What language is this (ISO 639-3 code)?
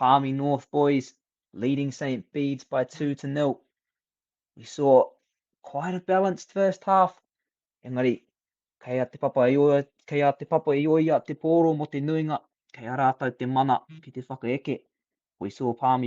mri